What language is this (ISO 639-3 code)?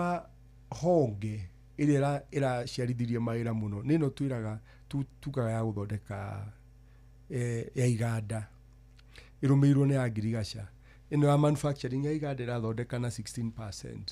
kik